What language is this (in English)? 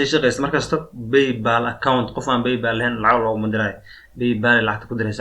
Somali